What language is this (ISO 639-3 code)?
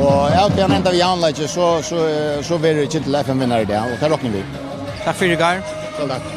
fao